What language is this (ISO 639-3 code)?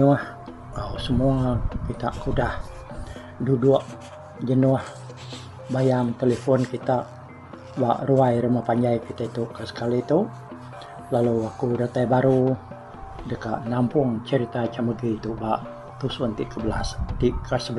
iba